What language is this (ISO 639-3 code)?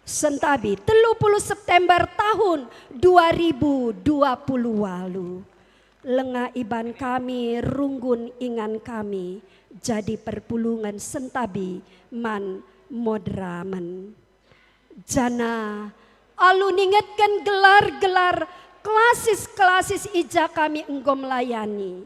btx